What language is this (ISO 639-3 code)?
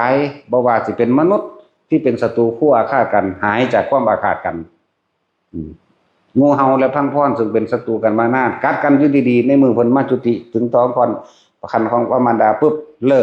tts